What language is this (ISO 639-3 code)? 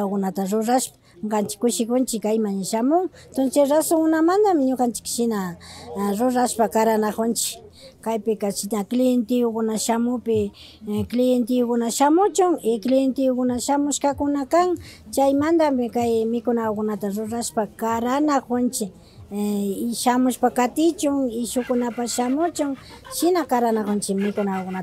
qvi